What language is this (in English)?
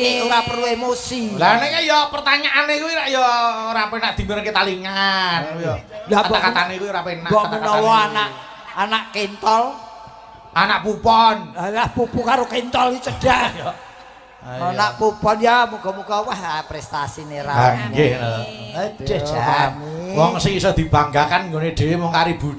Javanese